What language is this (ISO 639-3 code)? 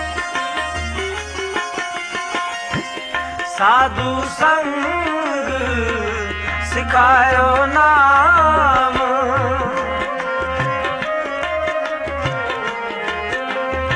pan